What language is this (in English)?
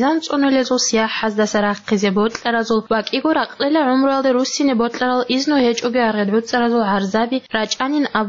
Avaric